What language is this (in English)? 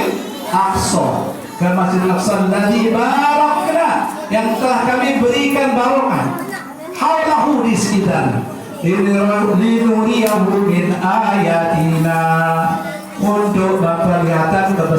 Sasak